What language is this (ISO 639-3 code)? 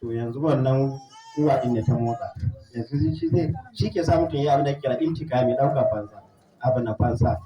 hau